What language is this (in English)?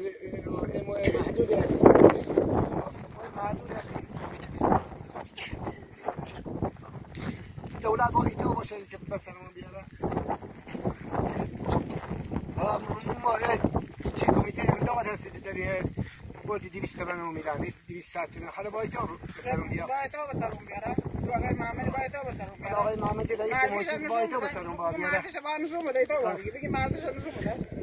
Persian